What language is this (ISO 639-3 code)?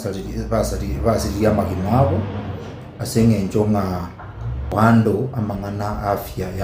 guz